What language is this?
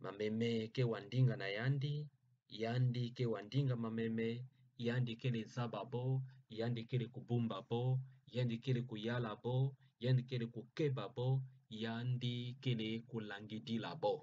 Kituba (Democratic Republic of Congo)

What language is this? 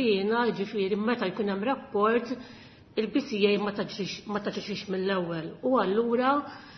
Maltese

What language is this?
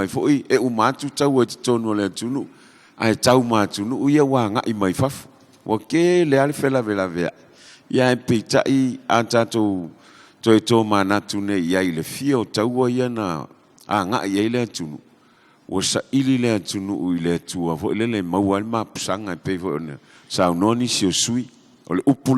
Samoan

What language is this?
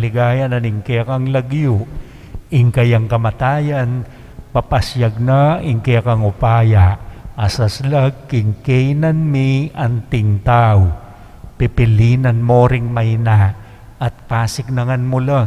Pampanga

